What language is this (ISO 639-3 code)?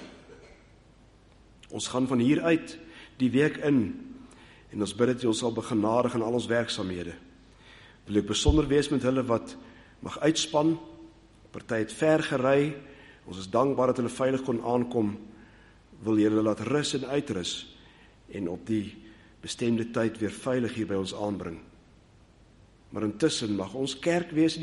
afr